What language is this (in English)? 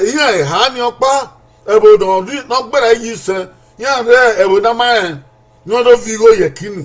Bini